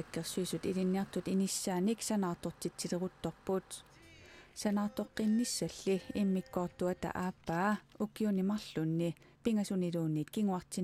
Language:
Kalaallisut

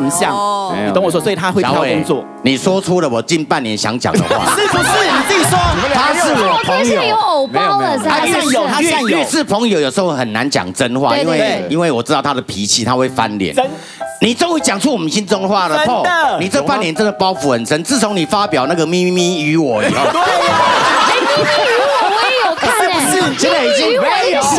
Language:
Chinese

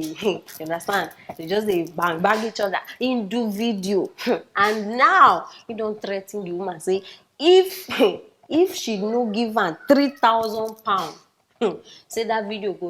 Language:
Nigerian Pidgin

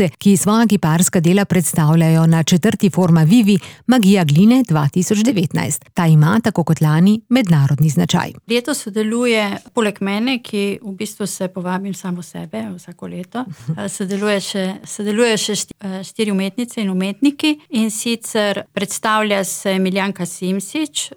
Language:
Slovenian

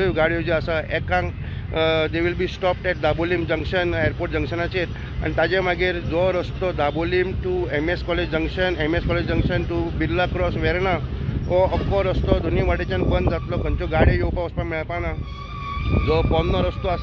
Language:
Konkani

